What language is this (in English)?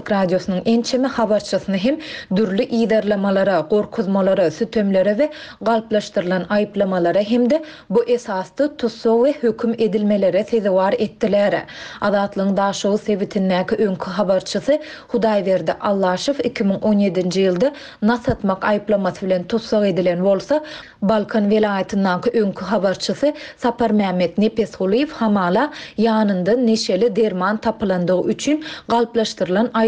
Turkmen